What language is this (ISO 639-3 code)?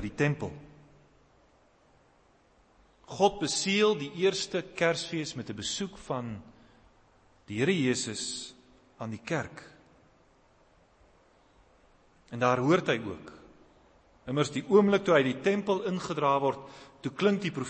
afr